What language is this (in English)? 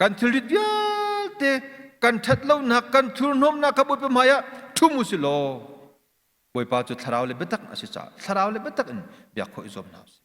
Hakha Chin